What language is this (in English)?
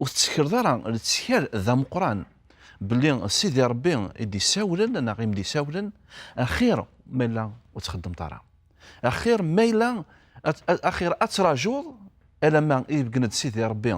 Kabyle